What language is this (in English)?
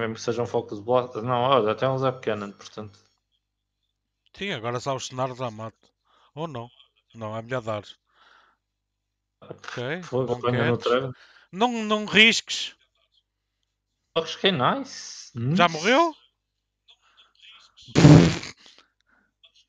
Portuguese